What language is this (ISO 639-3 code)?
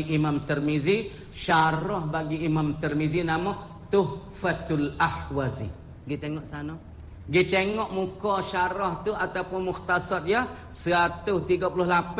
msa